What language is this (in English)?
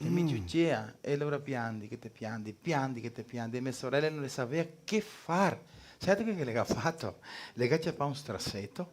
Venetian